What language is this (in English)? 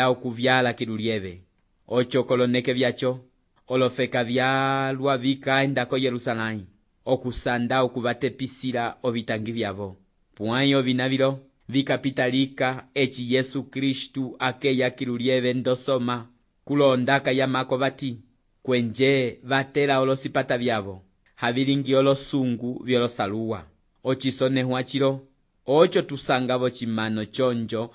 Umbundu